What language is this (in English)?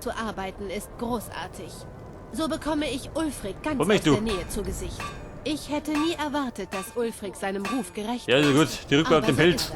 Bavarian